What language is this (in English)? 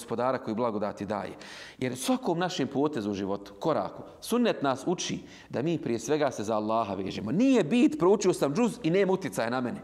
Bosnian